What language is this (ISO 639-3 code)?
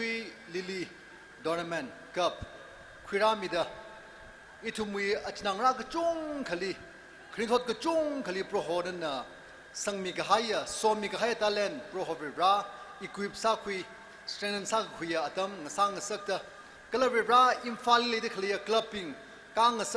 nmf